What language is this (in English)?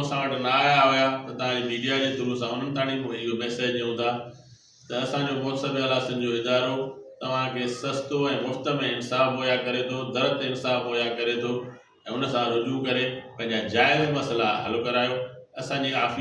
Sindhi